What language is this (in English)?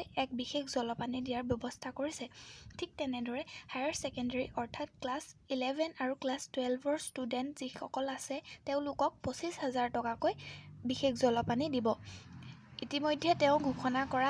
Assamese